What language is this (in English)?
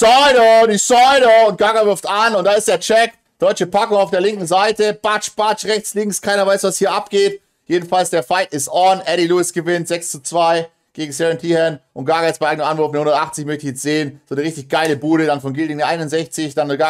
German